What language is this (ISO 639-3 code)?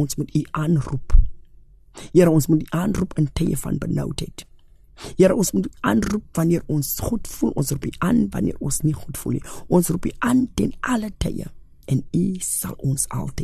afr